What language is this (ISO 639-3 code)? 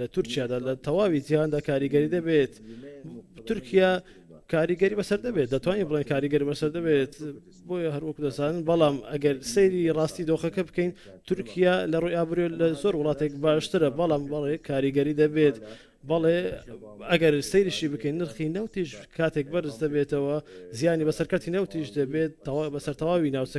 ckb